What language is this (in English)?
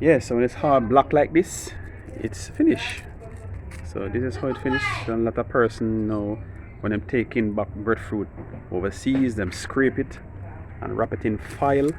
Jamaican Creole English